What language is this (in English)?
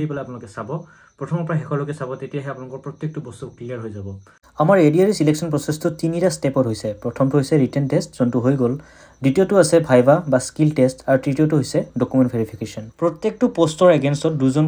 Assamese